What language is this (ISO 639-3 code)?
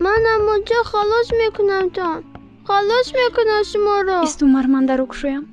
tgk